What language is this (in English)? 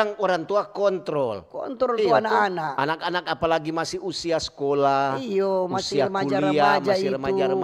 Manado Malay